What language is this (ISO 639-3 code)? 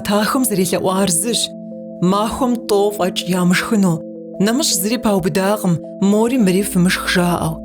kbd